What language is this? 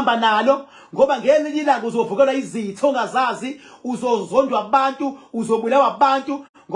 Zulu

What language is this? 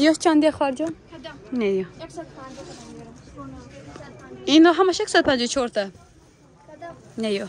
Tajik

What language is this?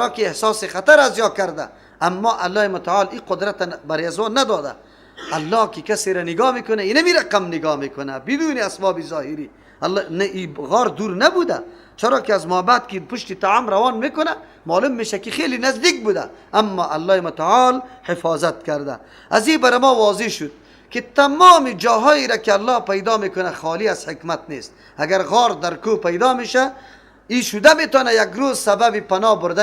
Persian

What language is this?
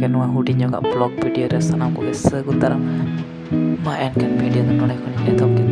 Santali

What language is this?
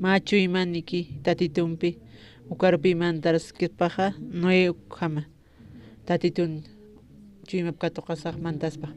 Aymara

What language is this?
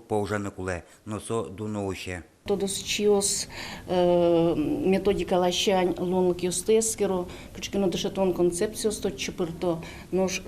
Udmurt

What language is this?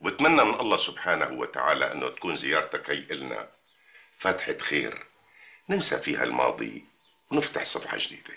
North Levantine Arabic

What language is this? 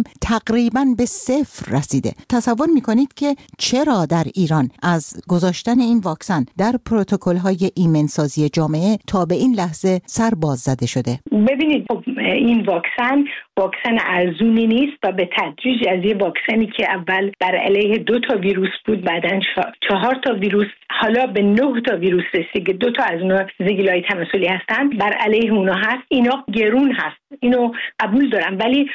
Persian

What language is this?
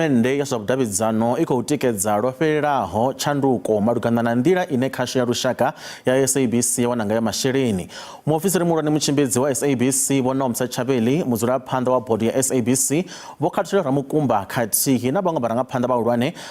Venda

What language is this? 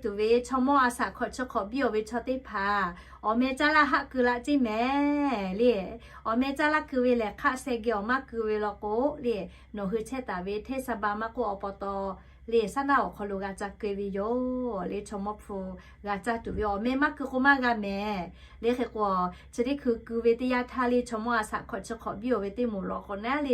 Lahu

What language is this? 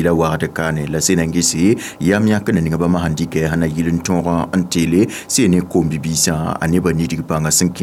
Mossi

